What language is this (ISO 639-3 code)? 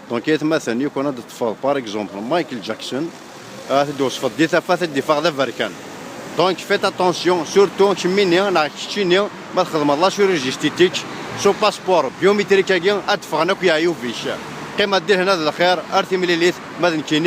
kab